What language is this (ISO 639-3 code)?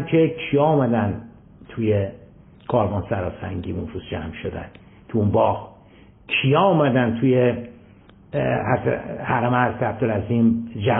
fas